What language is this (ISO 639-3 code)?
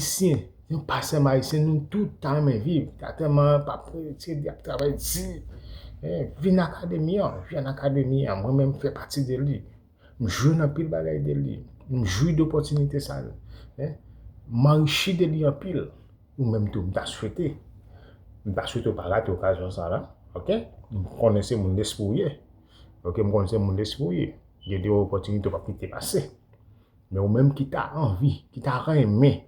hat